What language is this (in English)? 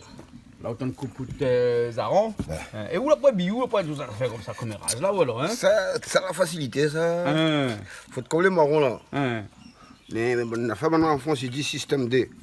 Réunion Creole French